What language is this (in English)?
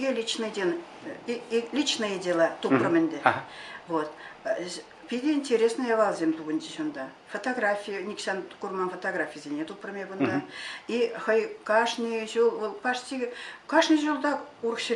Chuvash